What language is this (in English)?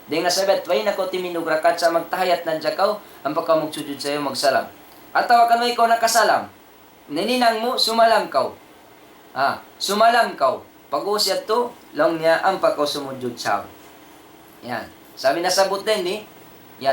Tausug